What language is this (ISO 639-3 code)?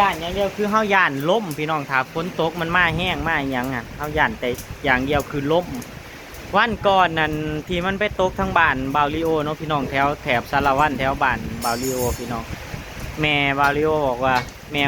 tts